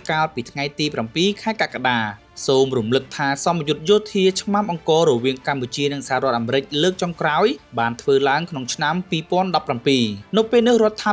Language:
Khmer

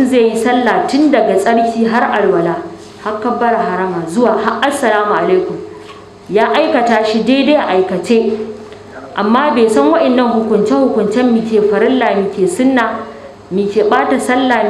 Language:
Hausa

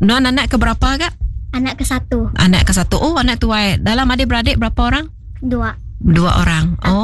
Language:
Iban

